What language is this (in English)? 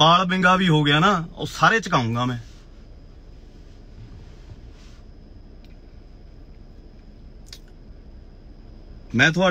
Punjabi